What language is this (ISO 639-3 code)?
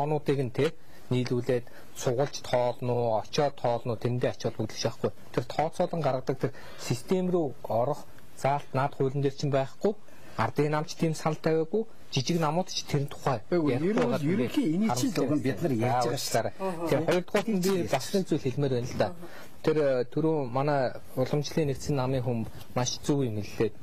mon